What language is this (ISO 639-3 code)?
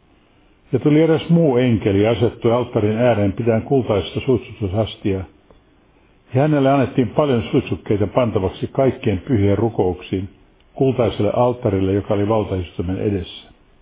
fin